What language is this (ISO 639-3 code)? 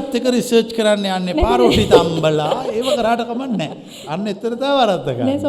sin